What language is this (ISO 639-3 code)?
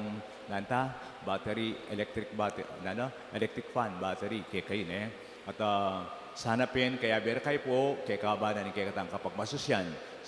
pam